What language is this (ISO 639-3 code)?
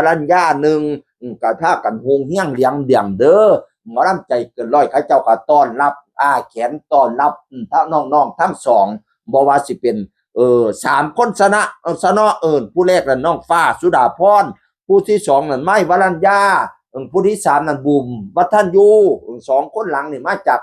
tts